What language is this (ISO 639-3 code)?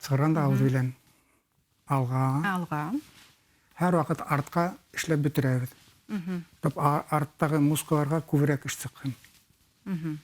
bak